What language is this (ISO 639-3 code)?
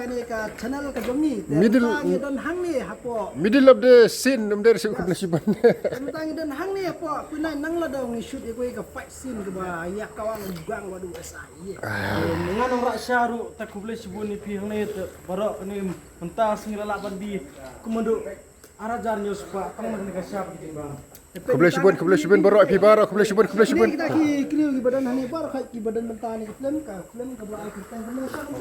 kha